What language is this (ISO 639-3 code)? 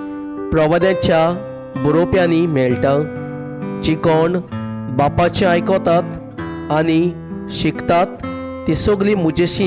kok